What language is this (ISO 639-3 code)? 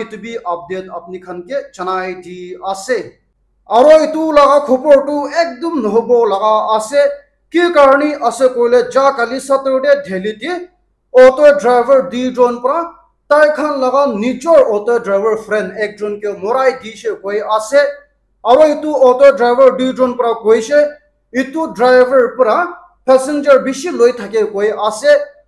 nag